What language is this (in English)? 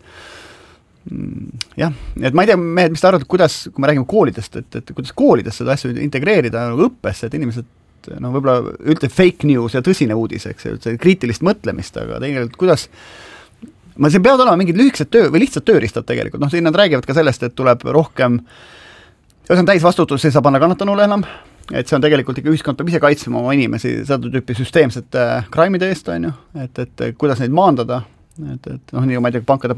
Estonian